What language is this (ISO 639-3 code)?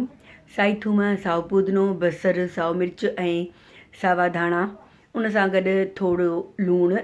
snd